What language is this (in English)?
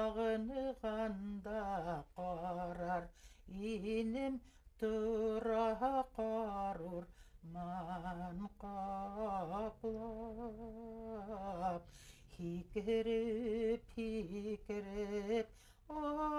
Bashkir